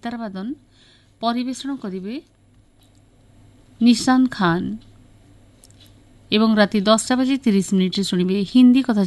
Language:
Odia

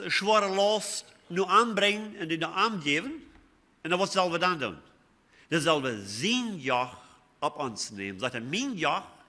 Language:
Plautdietsch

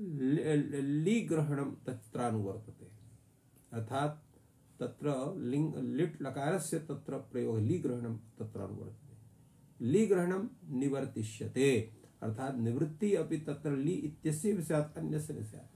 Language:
Sanskrit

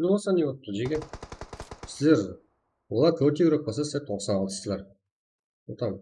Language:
Kara-Kalpak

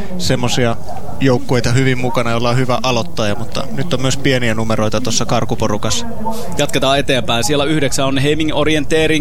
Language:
Finnish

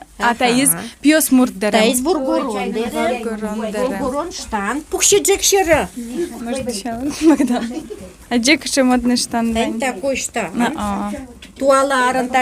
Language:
Udmurt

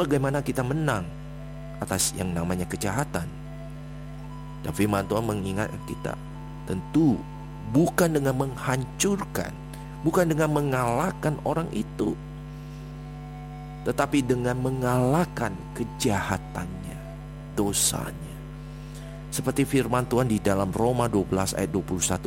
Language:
Indonesian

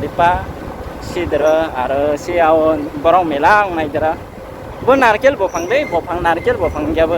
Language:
Kok Borok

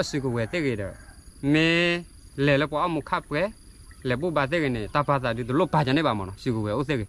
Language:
S'gaw Karen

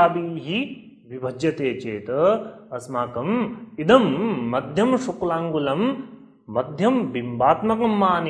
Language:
Sanskrit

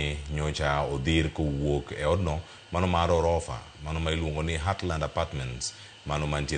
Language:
Luo (Kenya and Tanzania)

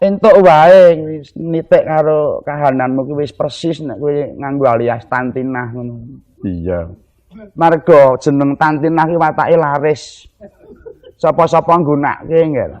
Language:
Javanese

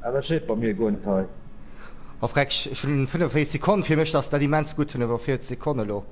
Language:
Luxembourgish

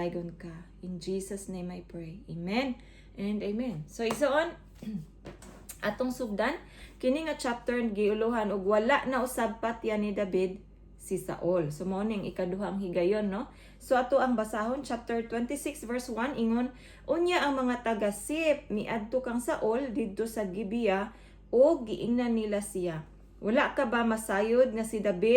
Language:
Cebuano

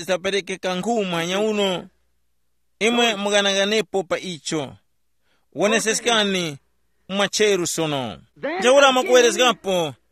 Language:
Tumbuka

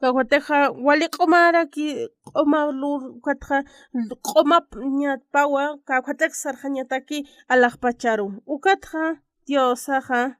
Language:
Aymara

